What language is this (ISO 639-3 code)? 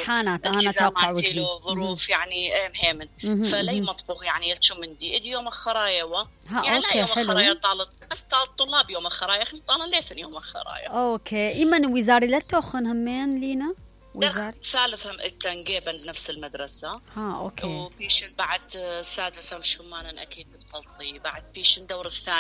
acm